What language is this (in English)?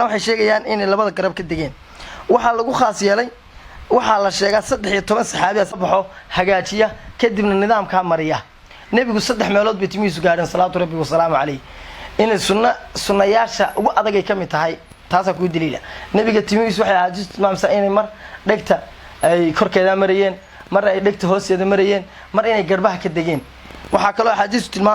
Somali